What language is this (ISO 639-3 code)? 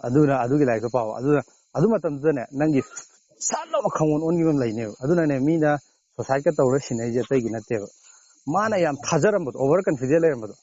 mni